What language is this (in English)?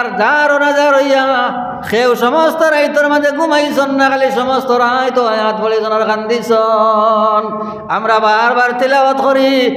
Sylheti